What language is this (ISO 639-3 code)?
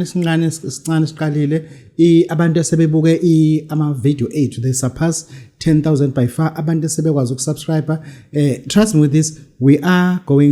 zul